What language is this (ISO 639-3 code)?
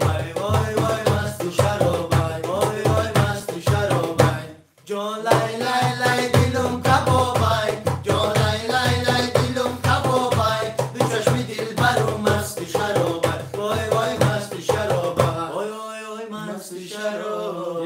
tgk